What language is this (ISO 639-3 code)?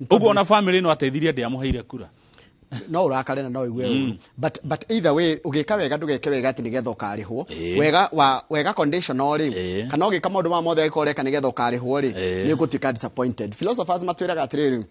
kik